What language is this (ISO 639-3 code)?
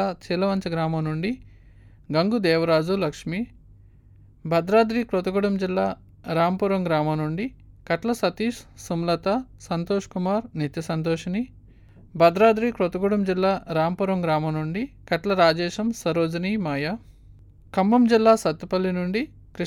tel